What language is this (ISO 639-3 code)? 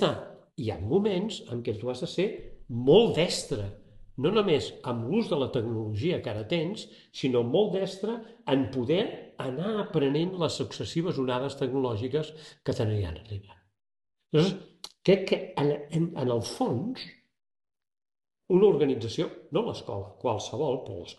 cat